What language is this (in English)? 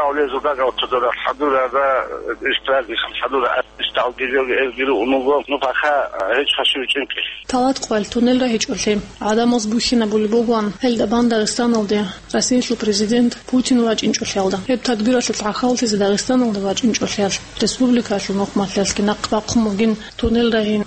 Avaric